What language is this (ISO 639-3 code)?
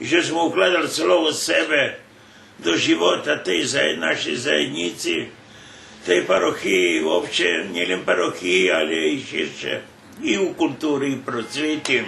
rue